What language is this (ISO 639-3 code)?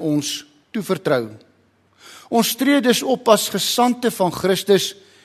afr